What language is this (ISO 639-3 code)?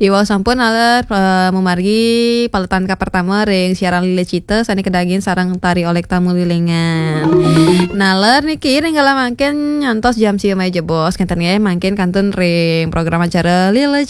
ban